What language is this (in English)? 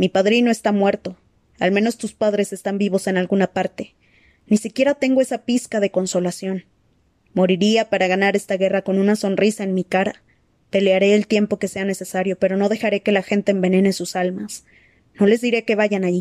Spanish